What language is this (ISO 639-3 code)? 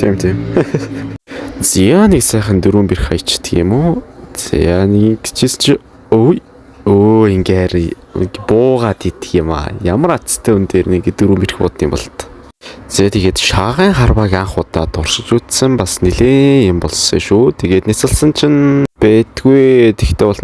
mon